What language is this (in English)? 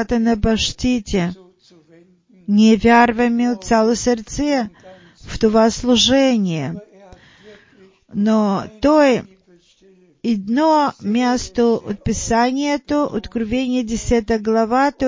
Bulgarian